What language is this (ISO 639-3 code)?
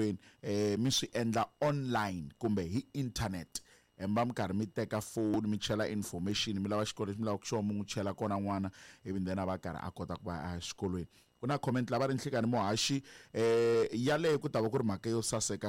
tso